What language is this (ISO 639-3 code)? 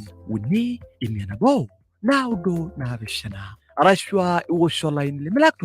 mas